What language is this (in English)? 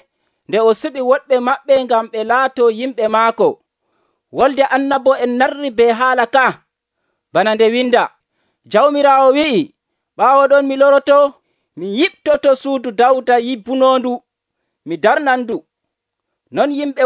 Nigerian Fulfulde